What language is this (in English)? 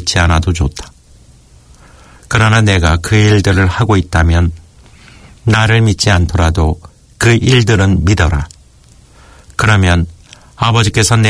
Korean